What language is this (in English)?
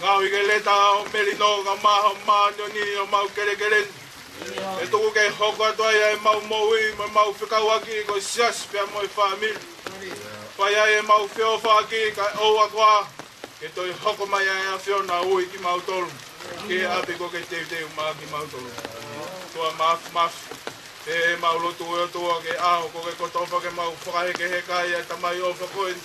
Tongan